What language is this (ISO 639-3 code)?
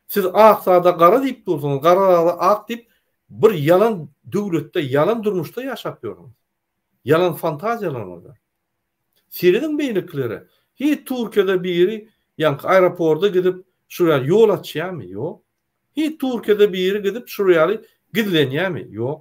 tuk